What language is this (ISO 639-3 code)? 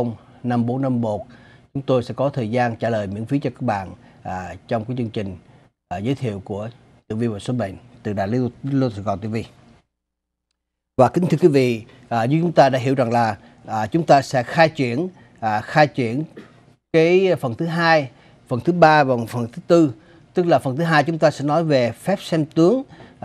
vie